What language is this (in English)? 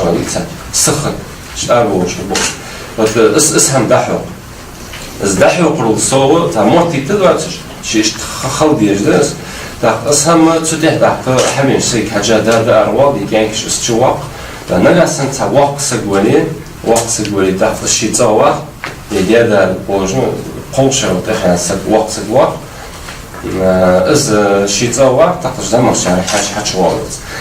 Ingush